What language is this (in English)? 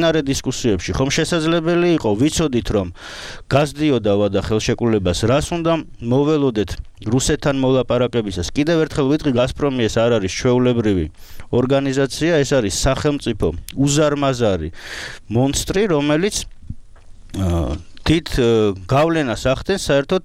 Georgian